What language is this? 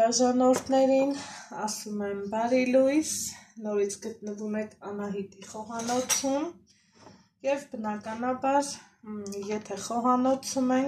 Armenian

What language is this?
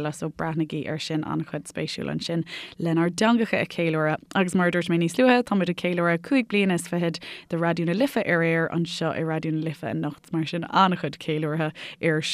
Irish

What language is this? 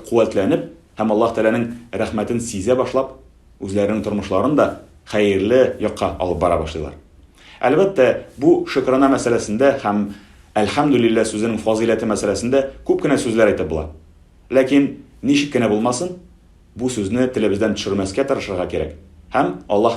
Tatar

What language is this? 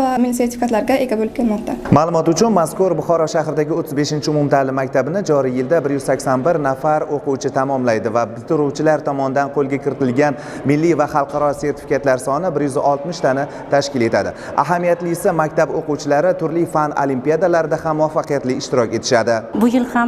Uzbek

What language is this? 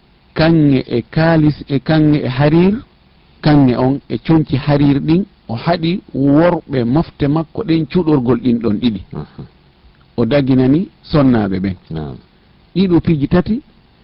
Fula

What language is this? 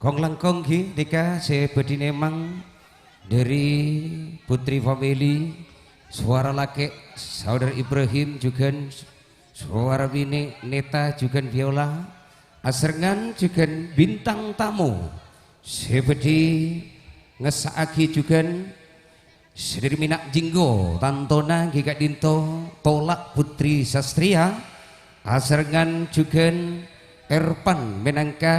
Madurese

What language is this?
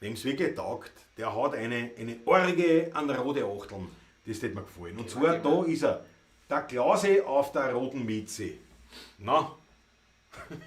Bavarian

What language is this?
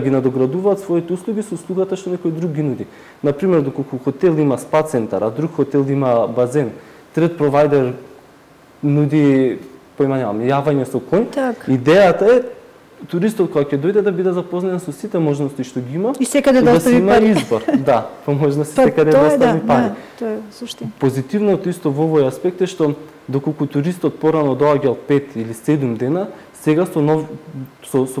Macedonian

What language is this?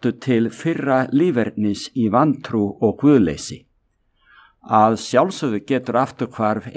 Icelandic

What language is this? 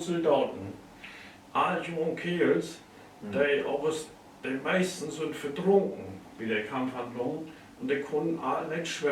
Low German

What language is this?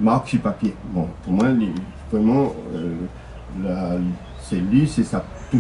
Réunion Creole French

